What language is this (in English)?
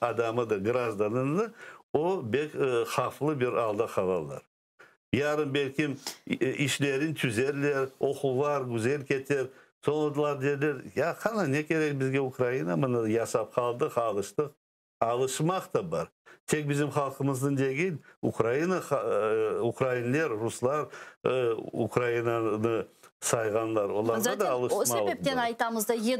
Crimean Tatar